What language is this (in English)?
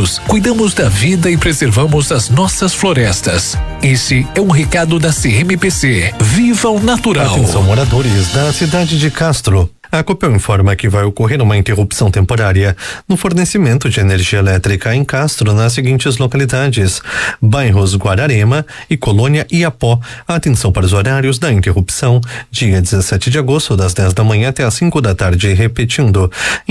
Portuguese